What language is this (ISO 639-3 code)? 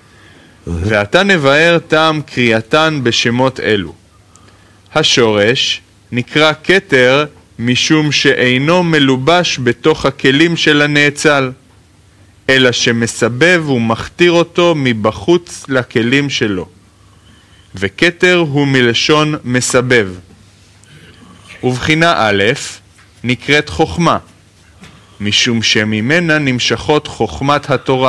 heb